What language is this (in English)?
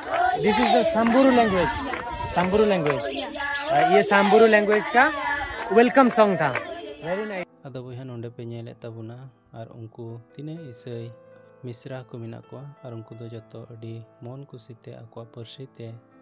Santali